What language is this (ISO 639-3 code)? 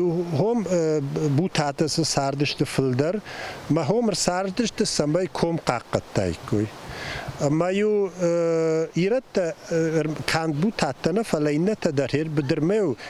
oss